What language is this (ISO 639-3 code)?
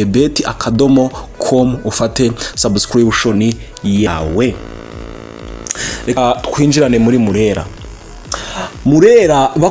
kin